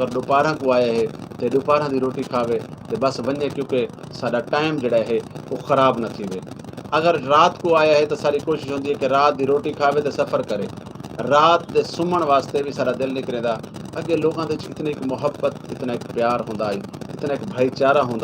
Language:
Saraiki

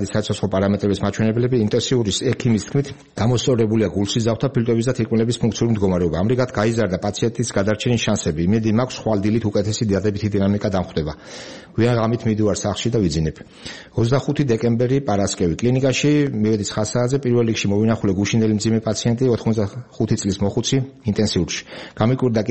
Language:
Georgian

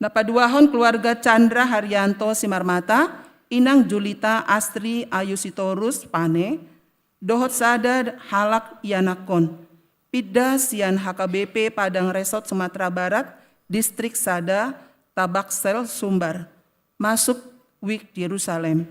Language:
Batak Toba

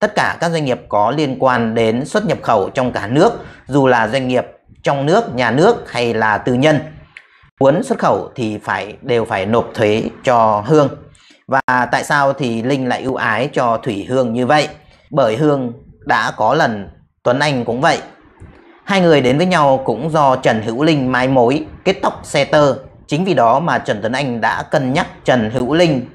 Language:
Vietnamese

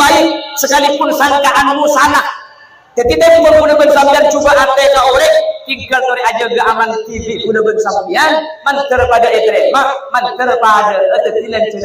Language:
Madurese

